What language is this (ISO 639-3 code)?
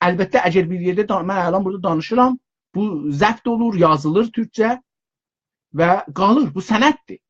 azb